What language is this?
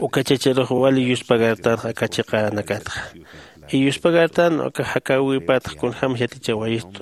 Aymara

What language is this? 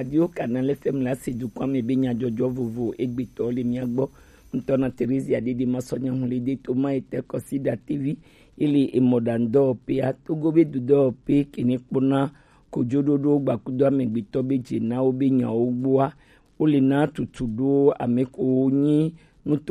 Gen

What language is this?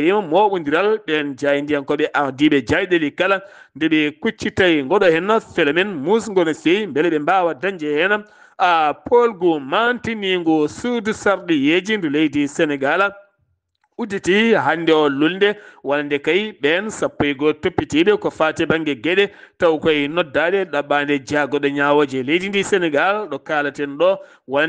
Fula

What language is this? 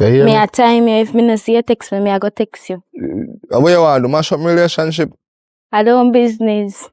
Jamaican Creole English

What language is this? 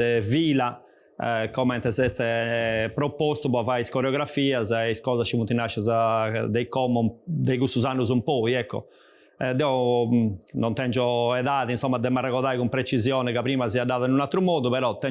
Sardinian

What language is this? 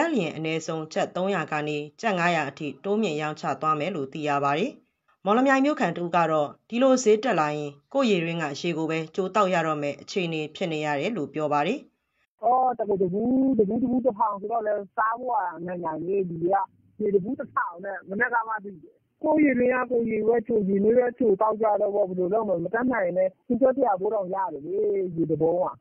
Burmese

